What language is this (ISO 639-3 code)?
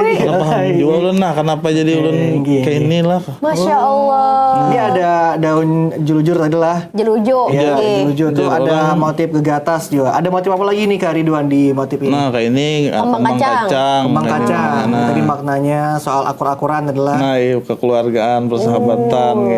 bjn